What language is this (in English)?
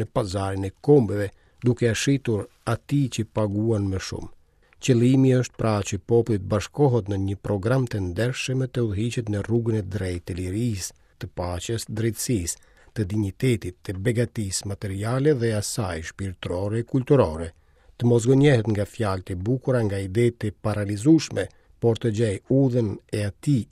Albanian